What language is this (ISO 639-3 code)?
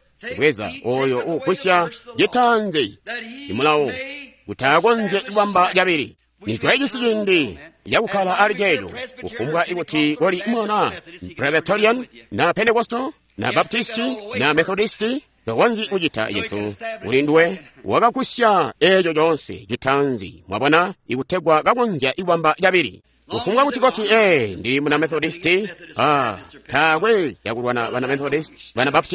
toi